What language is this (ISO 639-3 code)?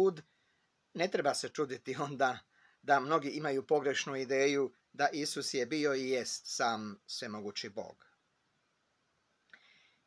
hrv